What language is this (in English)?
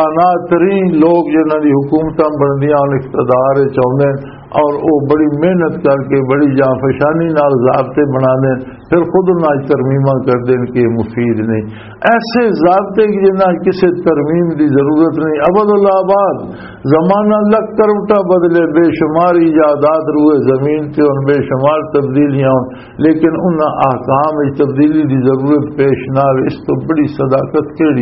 Western Panjabi